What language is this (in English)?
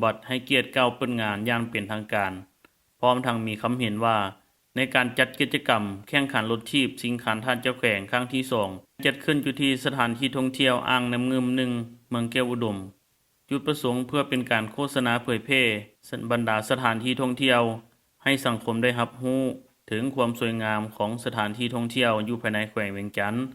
Lao